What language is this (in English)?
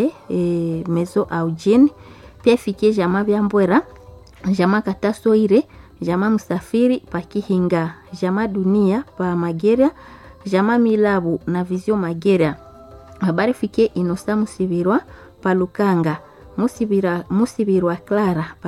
Swahili